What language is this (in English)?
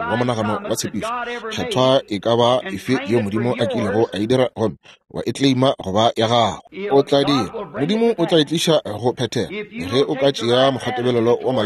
Northern Sotho